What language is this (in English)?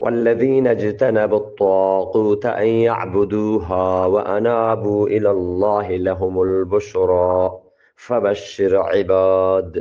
Eastern Balochi